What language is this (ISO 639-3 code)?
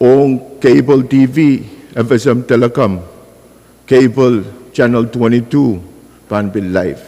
pon